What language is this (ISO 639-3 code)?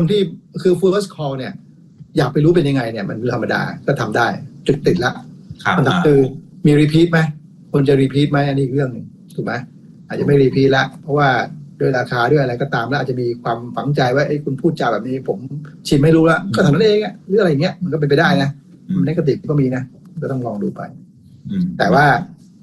tha